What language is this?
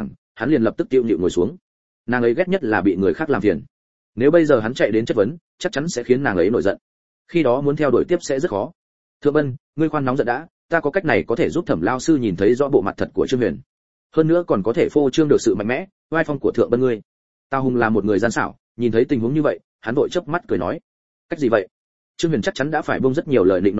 Vietnamese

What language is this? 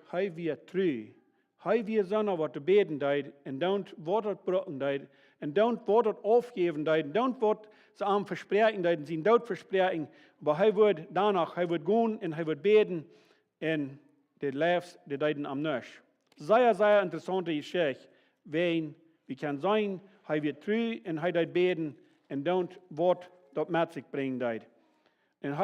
Plautdietsch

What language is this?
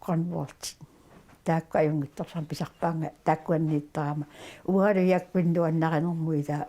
Kalaallisut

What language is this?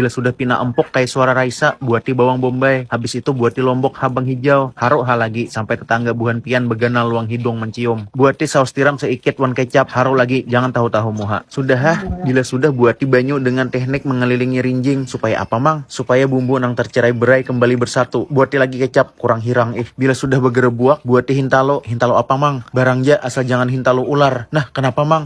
Banjar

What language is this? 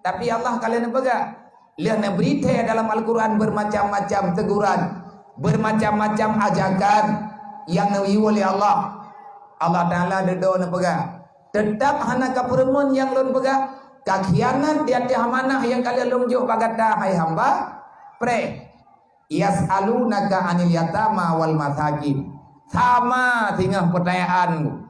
Achinese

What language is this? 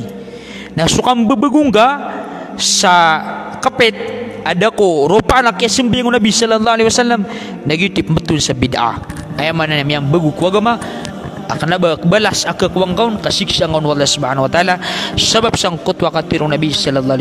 Maranao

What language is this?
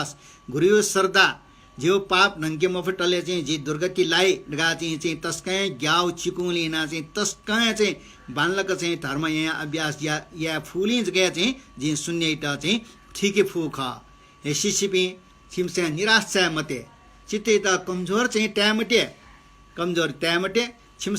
Newari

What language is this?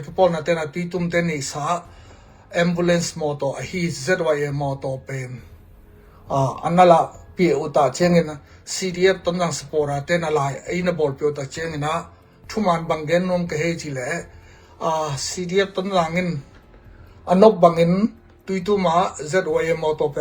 Tedim Chin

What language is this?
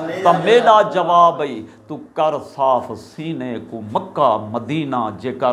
Saraiki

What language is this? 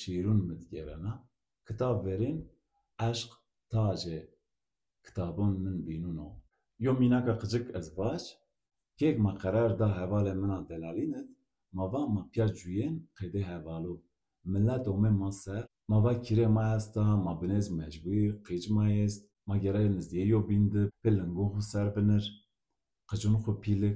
Zaza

